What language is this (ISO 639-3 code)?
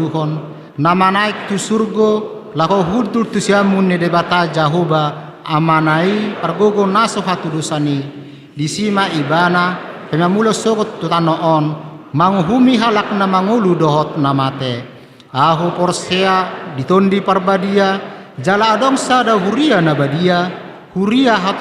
bbc